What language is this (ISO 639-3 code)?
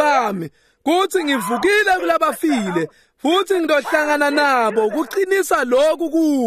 ssw